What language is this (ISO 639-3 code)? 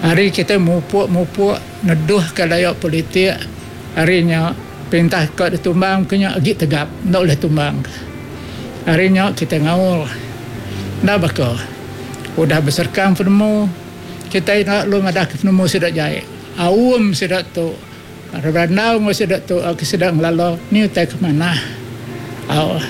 iba